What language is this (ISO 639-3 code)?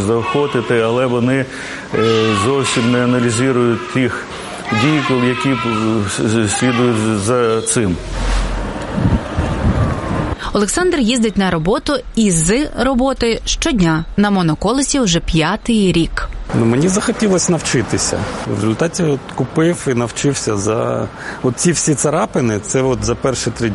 ukr